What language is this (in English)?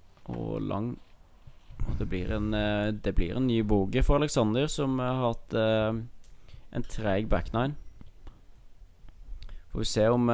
Norwegian